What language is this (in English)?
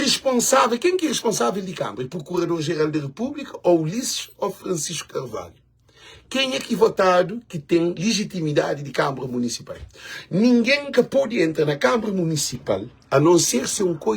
Kabuverdianu